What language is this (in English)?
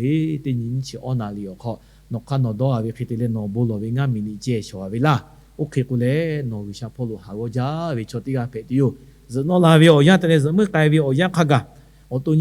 Lahu